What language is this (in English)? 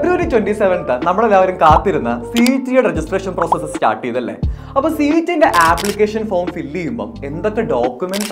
Malayalam